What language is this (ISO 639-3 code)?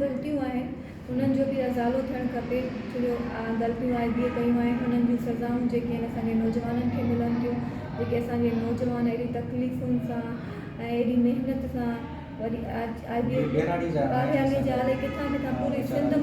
snd